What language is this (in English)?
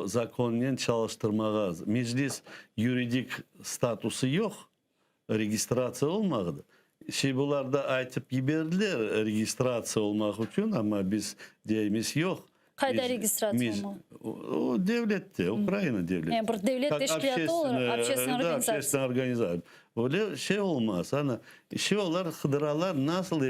Crimean Tatar